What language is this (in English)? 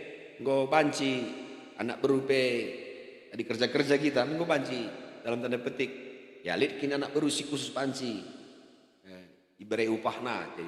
Batak Karo